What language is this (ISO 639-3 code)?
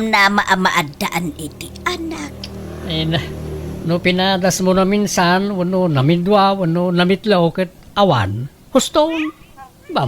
ilo